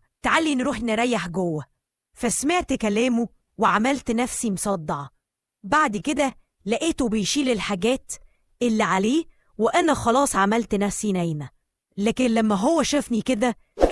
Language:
Egyptian Arabic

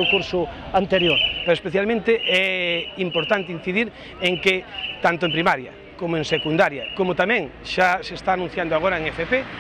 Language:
Galician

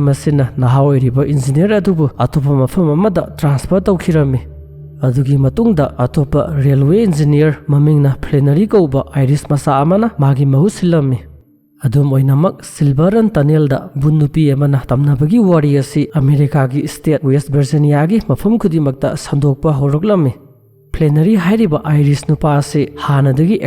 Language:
Manipuri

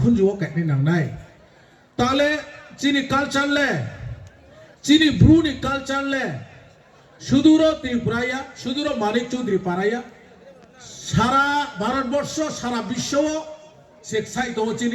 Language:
Riang (India)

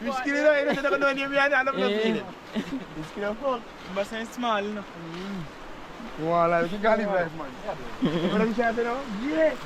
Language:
Jamaican Creole English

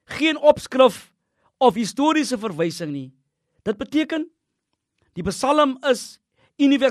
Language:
Afrikaans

